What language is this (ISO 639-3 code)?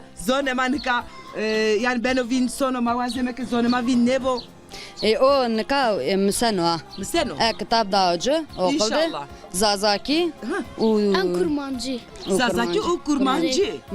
zza